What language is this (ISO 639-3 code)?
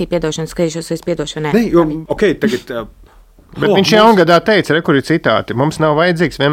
lav